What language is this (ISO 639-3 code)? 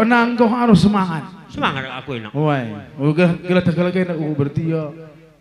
btx